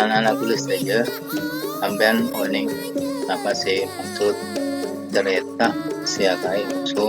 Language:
Madurese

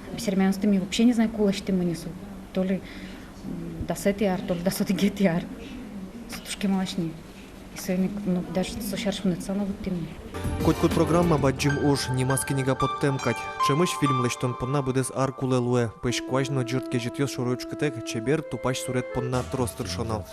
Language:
Udmurt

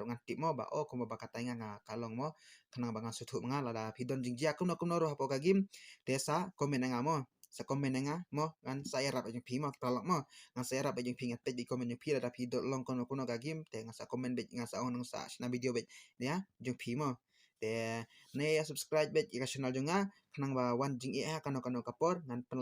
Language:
Khasi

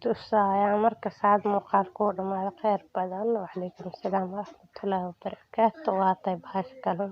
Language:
Somali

